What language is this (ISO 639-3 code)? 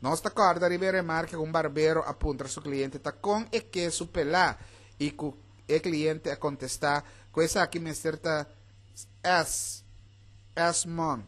pap